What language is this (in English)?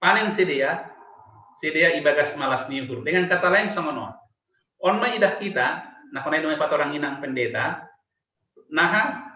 Batak Simalungun